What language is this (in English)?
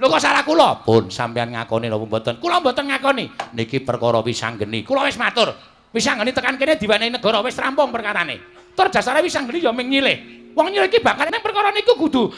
Javanese